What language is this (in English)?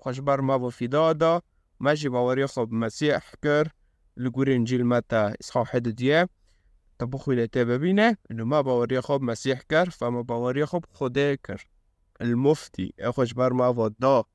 Kurdish